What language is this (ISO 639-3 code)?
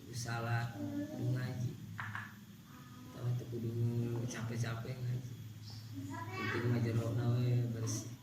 sun